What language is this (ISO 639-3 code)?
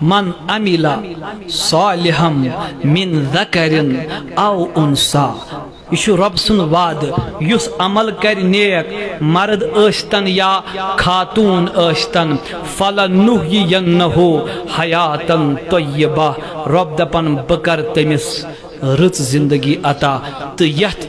kas